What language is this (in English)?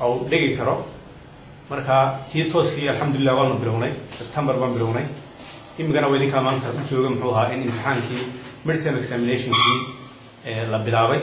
Somali